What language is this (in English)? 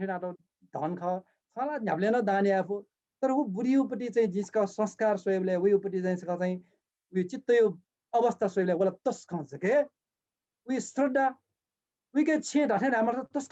Newari